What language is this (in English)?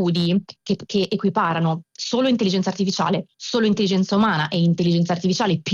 Italian